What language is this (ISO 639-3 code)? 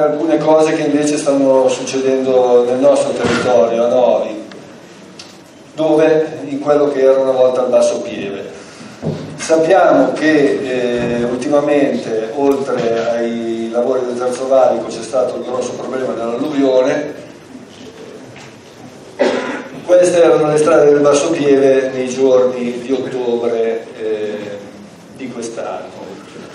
ita